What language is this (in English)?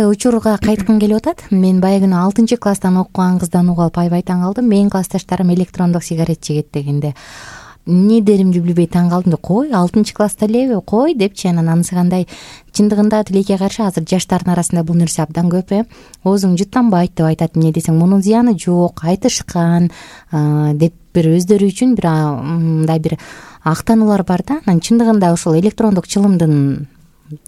Kyrgyz